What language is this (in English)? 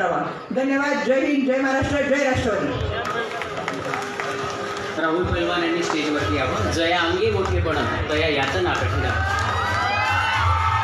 Marathi